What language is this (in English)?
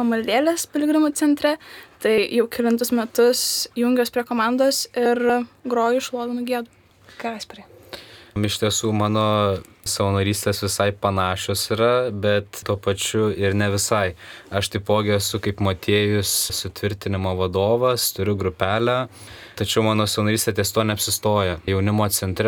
Lithuanian